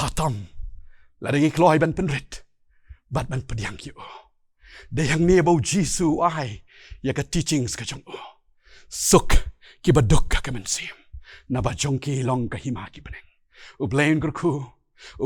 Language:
Khasi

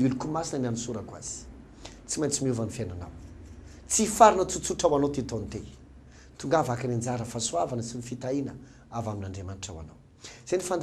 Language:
Malagasy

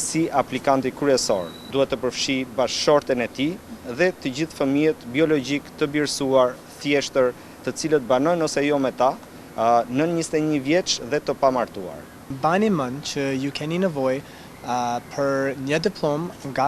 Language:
Albanian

